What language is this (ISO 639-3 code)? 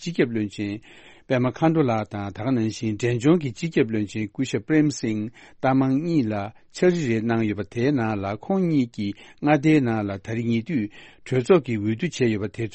bod